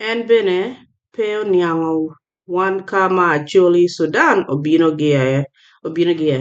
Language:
Acoli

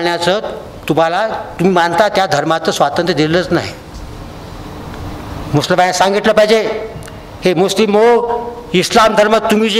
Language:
Marathi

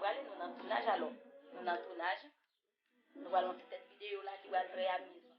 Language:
Haitian Creole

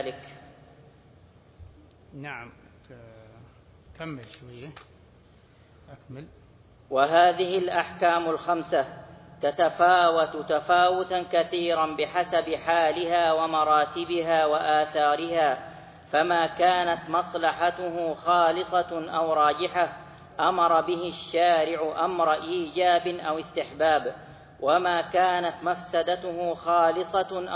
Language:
Arabic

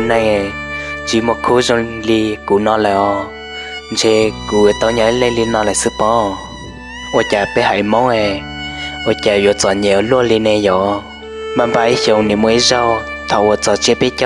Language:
Hmong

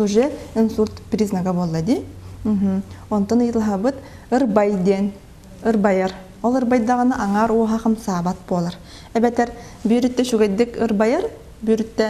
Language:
Yakut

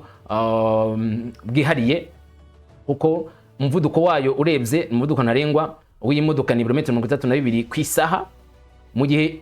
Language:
Kinyarwanda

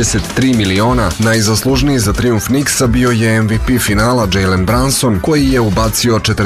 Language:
Serbian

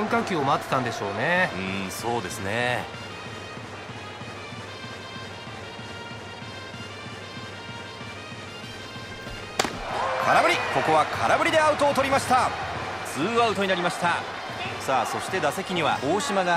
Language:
Japanese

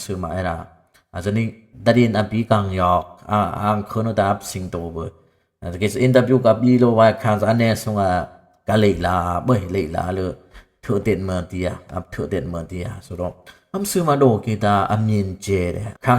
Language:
Dimasa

